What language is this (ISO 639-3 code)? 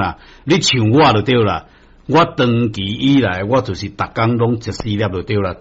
nan